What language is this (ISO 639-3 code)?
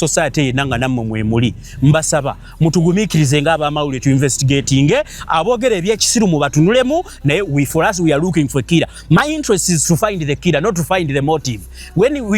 lug